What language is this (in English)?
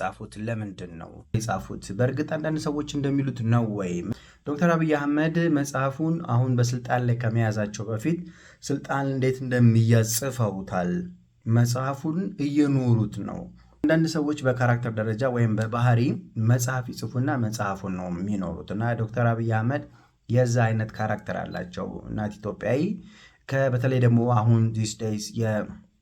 Amharic